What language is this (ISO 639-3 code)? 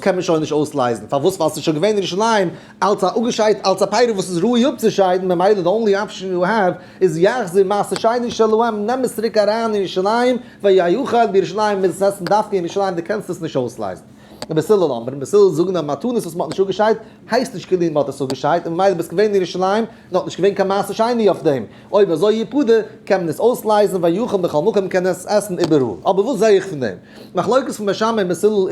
yid